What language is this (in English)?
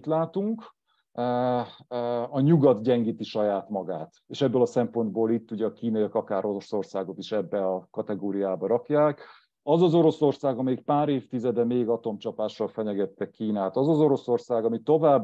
Hungarian